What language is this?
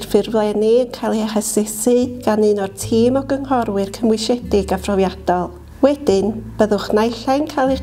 Welsh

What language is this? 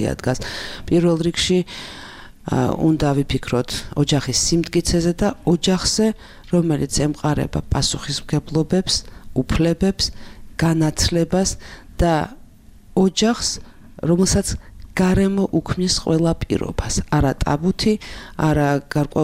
Georgian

